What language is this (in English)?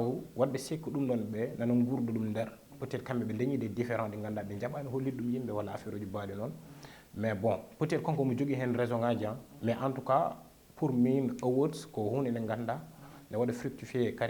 Fula